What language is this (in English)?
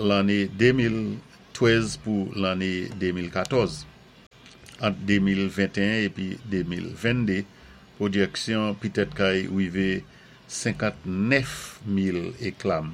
Saint Lucian Creole French